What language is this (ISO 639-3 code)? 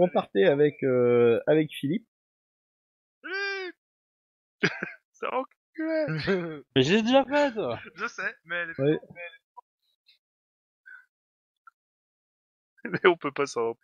fra